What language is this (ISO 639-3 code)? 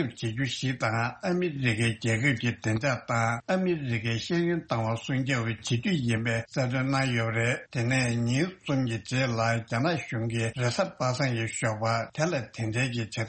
bod